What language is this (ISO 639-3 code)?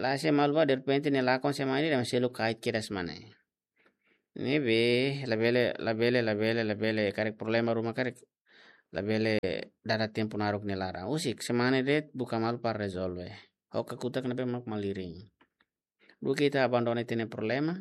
tet